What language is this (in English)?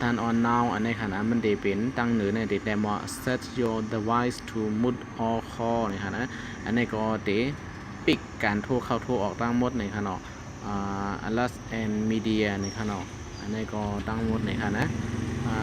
Shan